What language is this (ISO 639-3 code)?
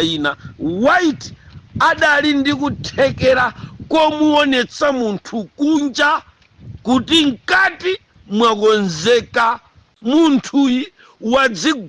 nya